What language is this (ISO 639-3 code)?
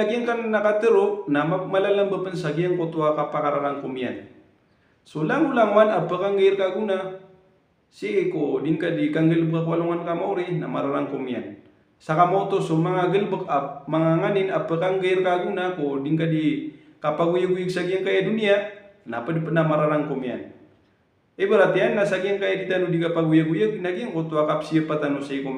mrw